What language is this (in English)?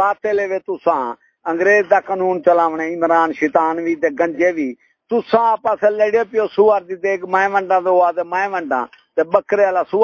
Saraiki